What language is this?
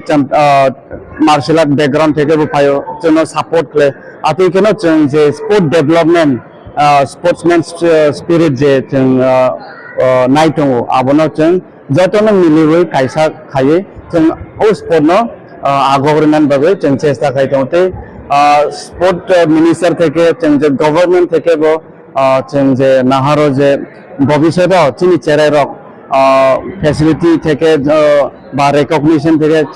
Kok Borok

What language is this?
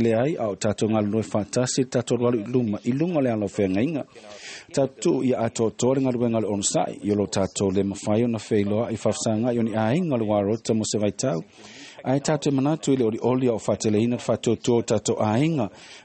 Samoan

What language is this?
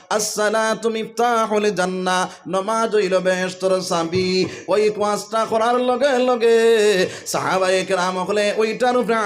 Sylheti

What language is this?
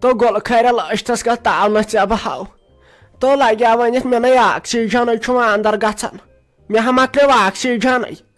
Kashmiri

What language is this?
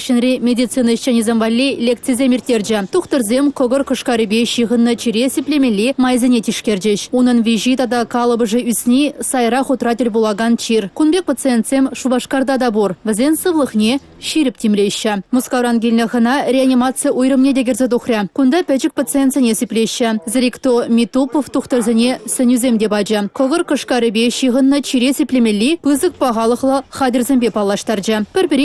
Chuvash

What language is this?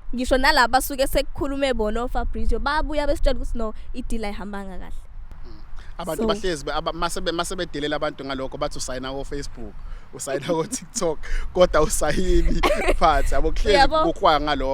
Zulu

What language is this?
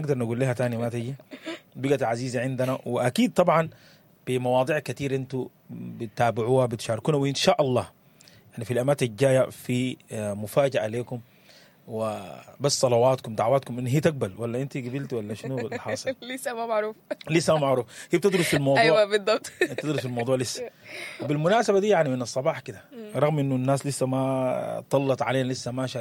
Sudanese Arabic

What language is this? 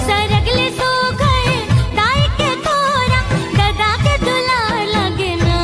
Chhattisgarhi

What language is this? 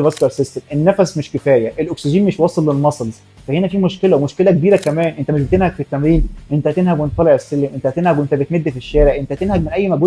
Egyptian Arabic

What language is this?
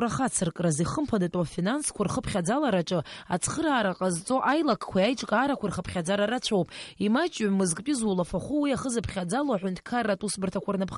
Abkhazian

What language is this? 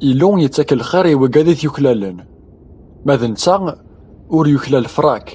Kabyle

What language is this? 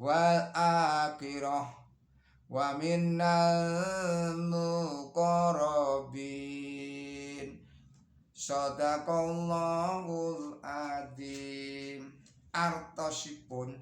Javanese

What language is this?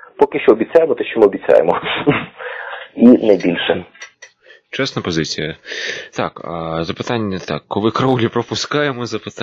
Ukrainian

